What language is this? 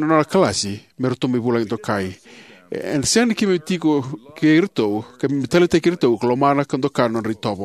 Fijian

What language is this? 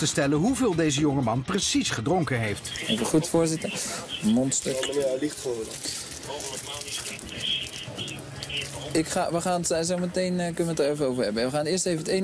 Dutch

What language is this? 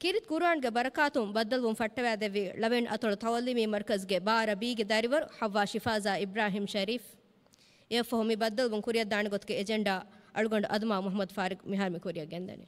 Divehi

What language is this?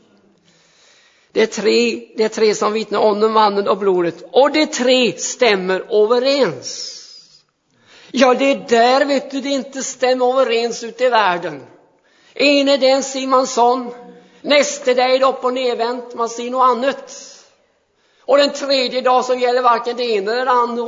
Swedish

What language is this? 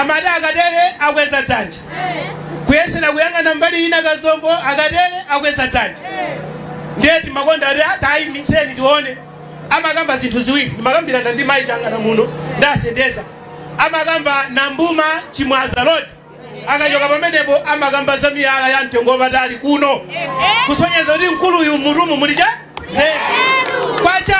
Nyanja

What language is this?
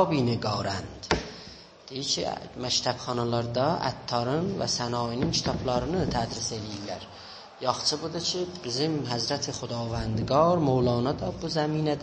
South Azerbaijani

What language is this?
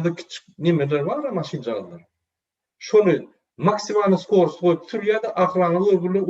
Turkmen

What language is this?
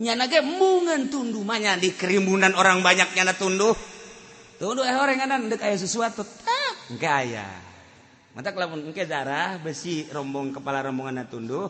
Sundanese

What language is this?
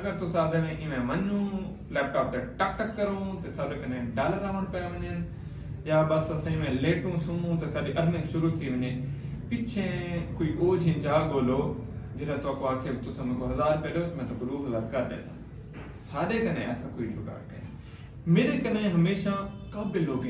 Saraiki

